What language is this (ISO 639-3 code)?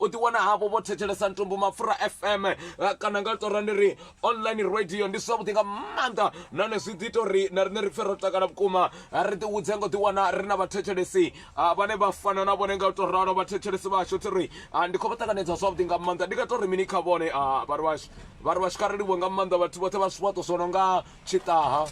ven